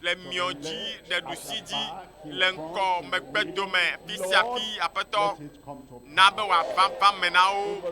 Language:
Ewe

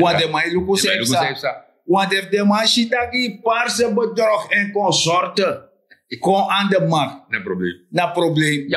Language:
Sranan Tongo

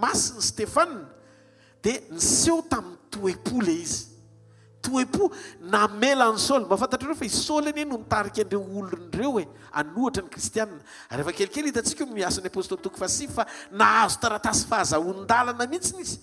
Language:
Malagasy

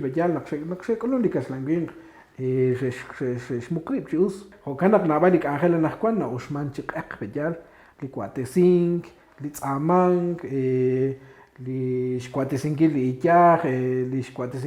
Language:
Kekchí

